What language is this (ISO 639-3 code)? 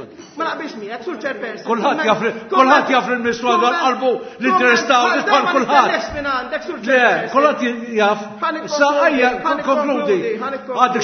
mlt